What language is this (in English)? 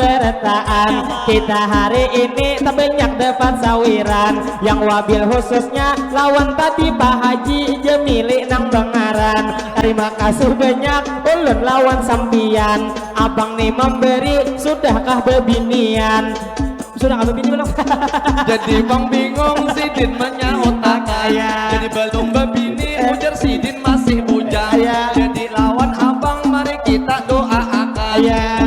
Banjar